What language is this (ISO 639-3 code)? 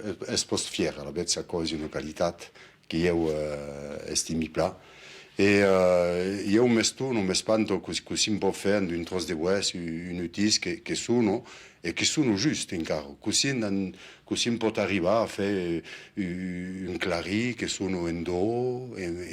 oci